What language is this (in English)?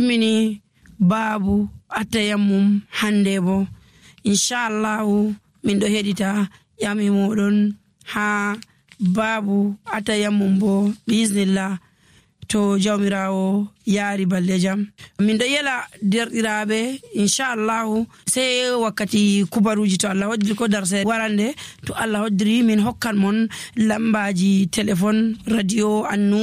Nigerian Fulfulde